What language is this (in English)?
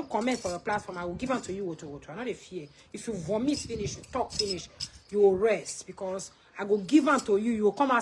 Nigerian Pidgin